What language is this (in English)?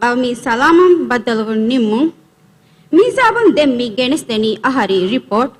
Divehi